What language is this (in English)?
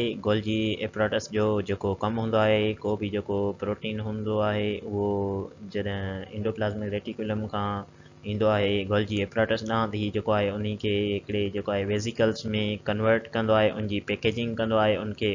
Sindhi